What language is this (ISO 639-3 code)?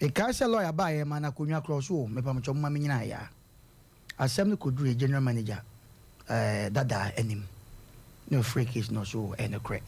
aka